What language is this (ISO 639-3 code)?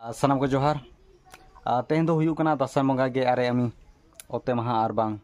sat